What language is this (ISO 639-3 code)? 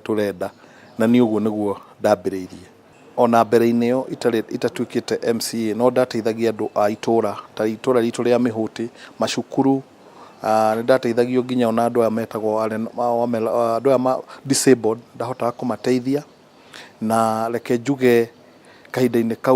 kik